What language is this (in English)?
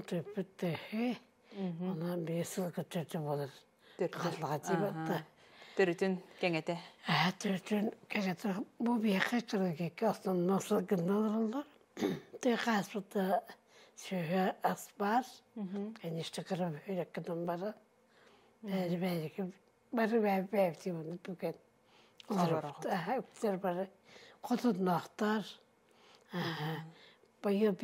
Yakut